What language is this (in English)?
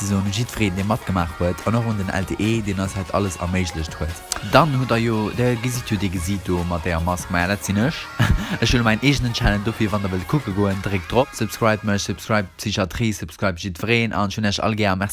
Luxembourgish